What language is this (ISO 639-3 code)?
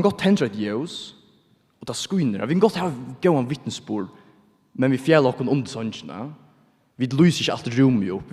fao